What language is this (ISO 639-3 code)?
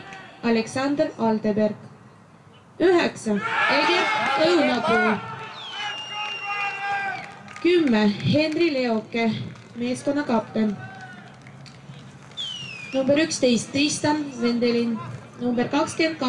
est